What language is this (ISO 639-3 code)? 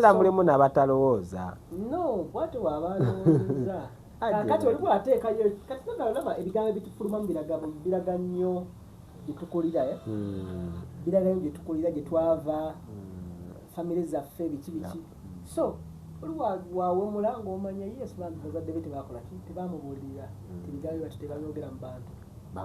lug